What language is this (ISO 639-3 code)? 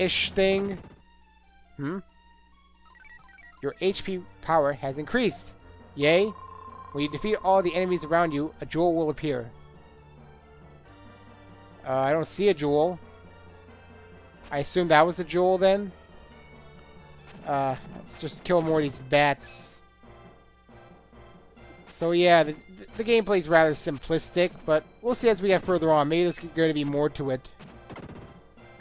eng